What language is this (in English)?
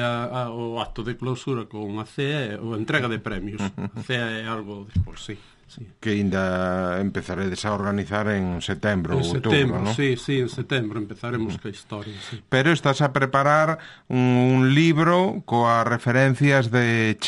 Galician